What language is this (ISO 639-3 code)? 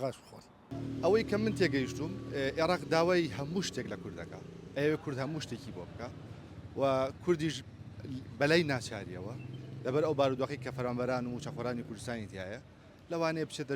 ckb